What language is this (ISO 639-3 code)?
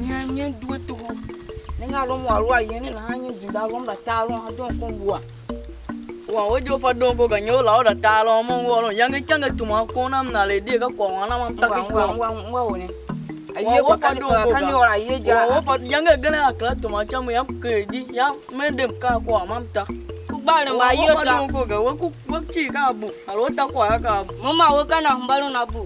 tiv